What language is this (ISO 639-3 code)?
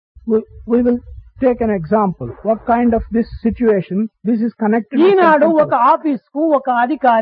tel